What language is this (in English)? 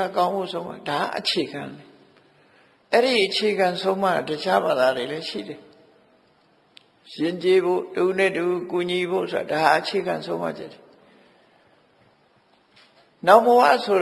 Burmese